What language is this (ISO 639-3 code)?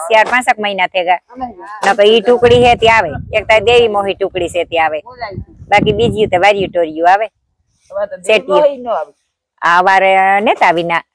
guj